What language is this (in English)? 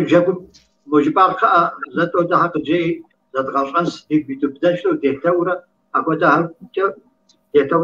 Kabardian